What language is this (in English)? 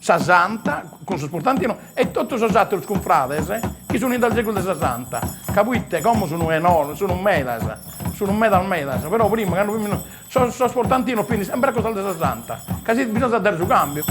Sardinian